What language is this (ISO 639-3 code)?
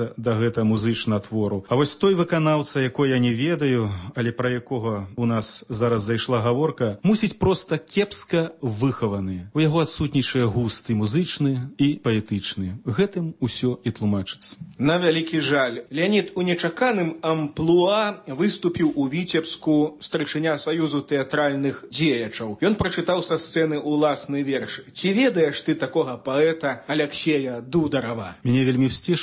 bel